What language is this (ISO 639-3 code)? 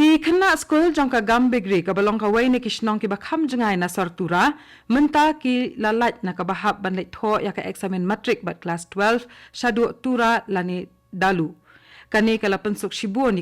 kha